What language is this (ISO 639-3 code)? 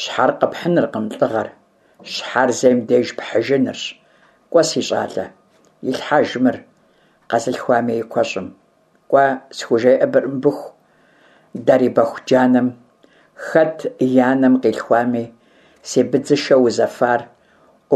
kbd